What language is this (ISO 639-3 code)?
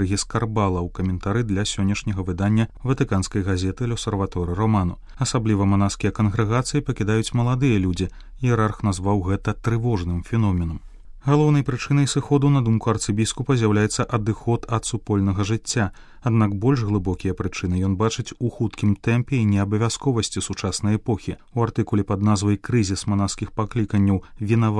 bel